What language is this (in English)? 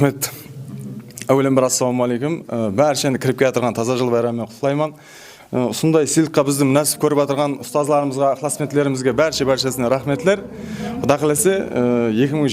Kara-Kalpak